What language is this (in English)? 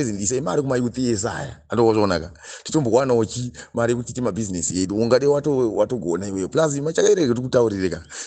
Shona